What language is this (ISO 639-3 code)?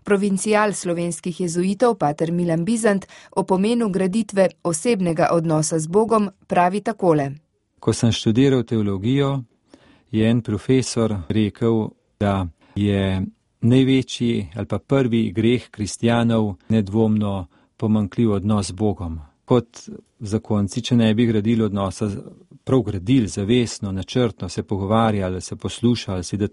slv